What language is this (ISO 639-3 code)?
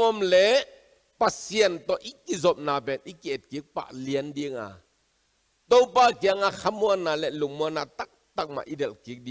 ctd